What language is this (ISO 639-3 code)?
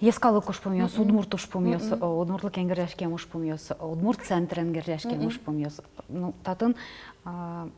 udm